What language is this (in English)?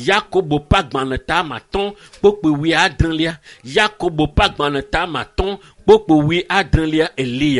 Ewe